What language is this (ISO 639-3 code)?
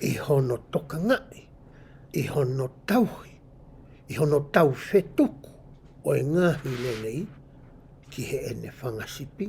ton